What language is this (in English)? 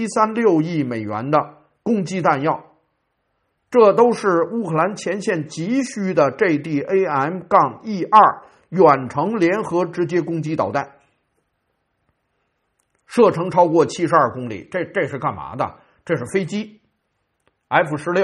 Chinese